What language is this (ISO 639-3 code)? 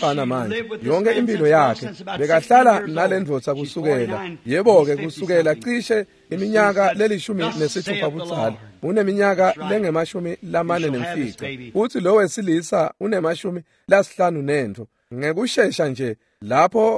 ssw